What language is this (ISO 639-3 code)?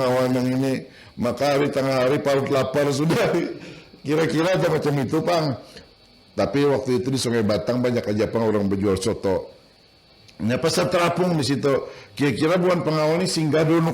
bjn